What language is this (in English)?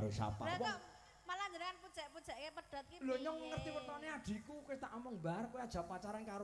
Javanese